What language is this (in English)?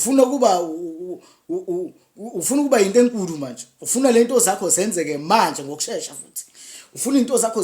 Zulu